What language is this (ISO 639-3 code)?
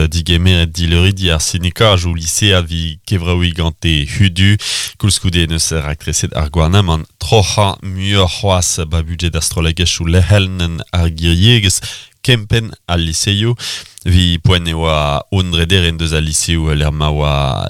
bre